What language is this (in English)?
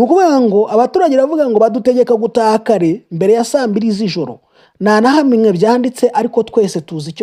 Kinyarwanda